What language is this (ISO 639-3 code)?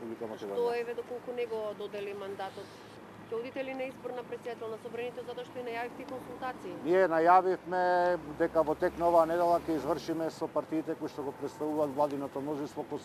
mkd